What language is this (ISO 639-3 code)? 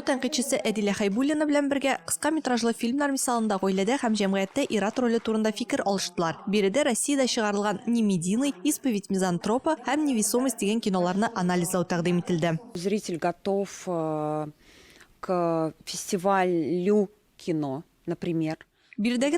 tat